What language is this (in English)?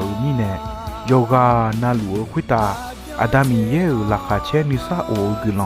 Akha